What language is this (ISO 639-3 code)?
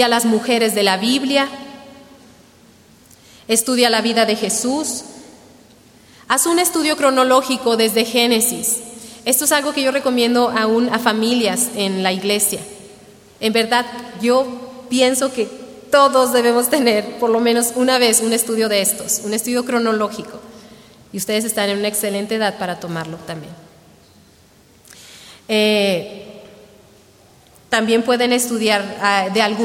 spa